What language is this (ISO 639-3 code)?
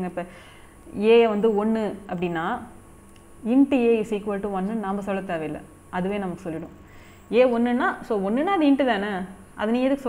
tam